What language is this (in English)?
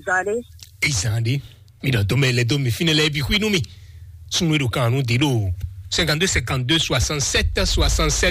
Fon